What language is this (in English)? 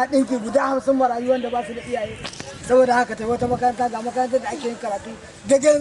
Hausa